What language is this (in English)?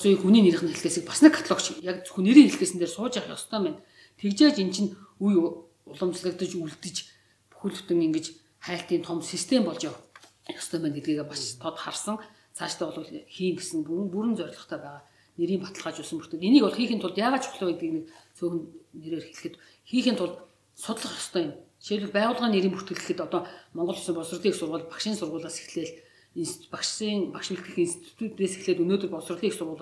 Mongolian